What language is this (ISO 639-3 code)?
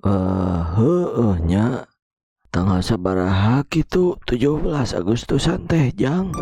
sun